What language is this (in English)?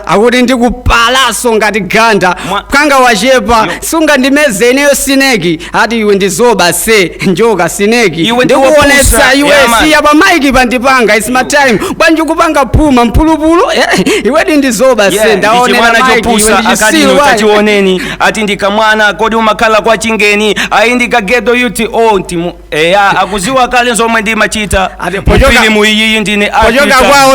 Nyanja